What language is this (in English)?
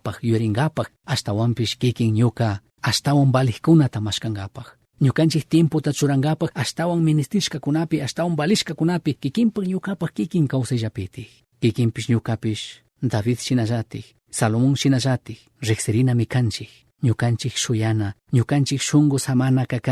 Chimborazo Highland Quichua